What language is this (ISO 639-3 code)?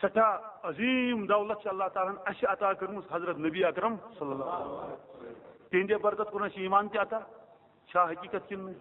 kas